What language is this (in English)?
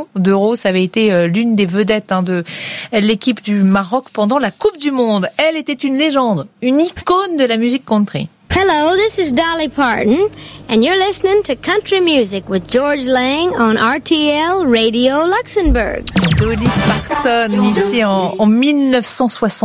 French